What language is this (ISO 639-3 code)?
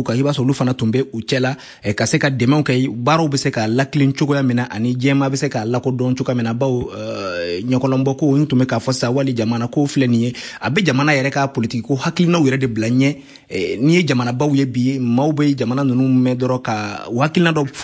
bam